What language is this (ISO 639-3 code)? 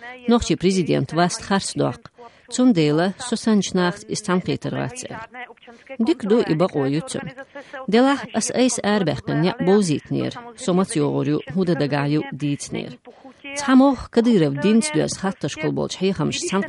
che